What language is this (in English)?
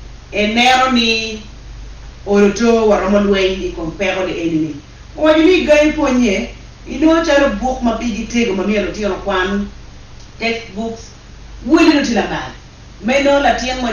Acoli